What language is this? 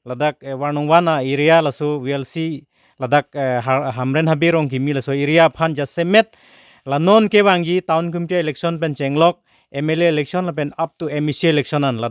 Karbi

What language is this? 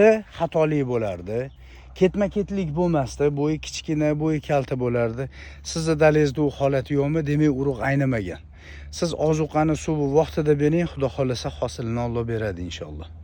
Uzbek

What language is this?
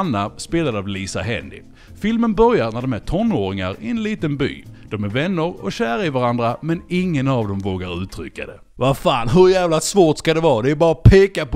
Swedish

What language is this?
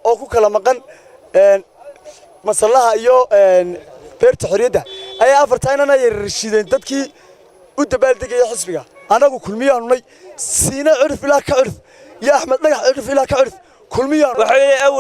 Somali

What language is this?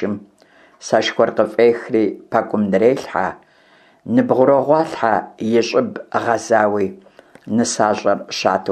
Kabardian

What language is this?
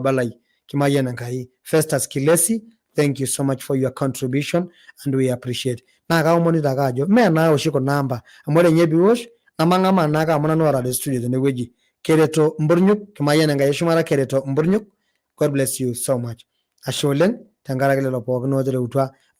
Masai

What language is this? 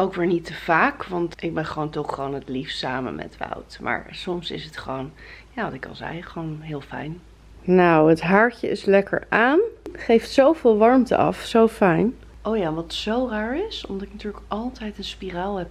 Dutch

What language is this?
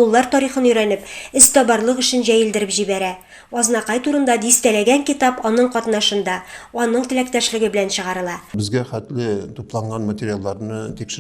Tatar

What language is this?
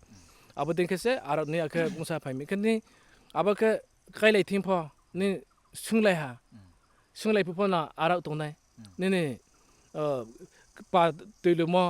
Riang (India)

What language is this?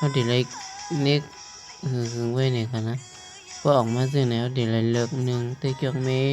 Shan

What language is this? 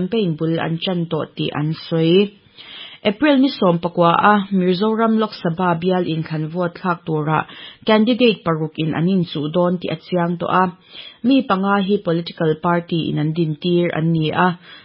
Mizo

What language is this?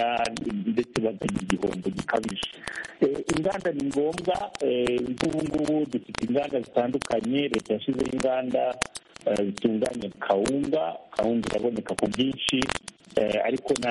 Kinyarwanda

